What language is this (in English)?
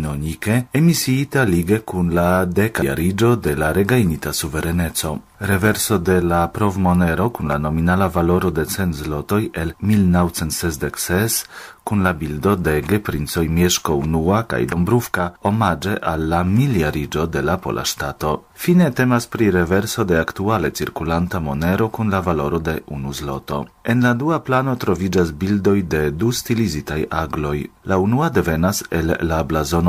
Esperanto